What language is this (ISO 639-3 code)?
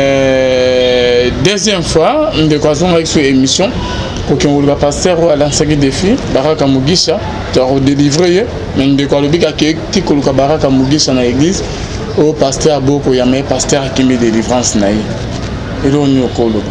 lin